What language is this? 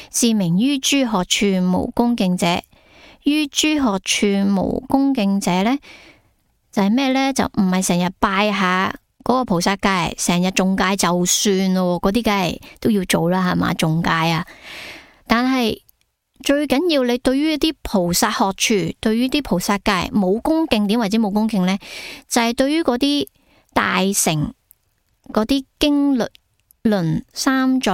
Cantonese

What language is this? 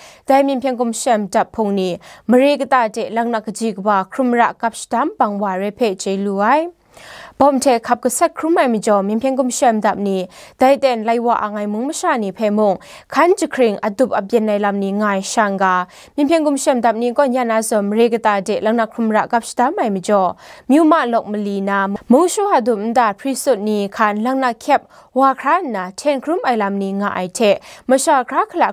Kachin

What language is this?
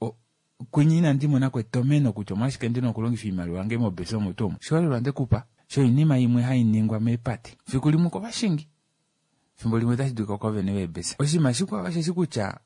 Kuanyama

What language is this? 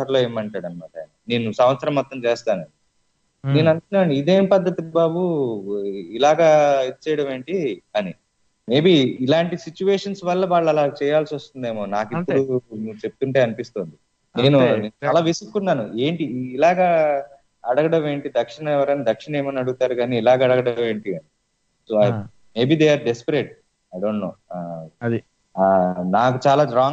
Telugu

